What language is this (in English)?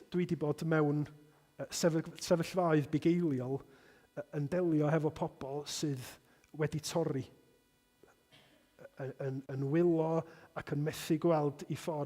Welsh